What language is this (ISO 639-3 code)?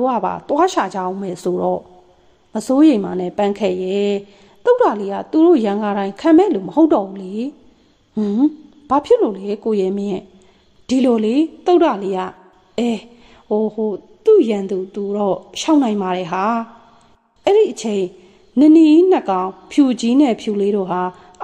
mya